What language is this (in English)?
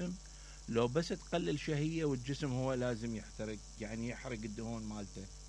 Mesopotamian Arabic